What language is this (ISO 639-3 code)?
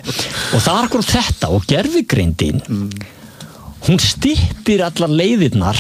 isl